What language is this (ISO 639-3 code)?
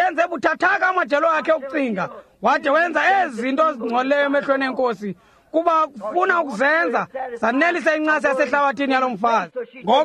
xho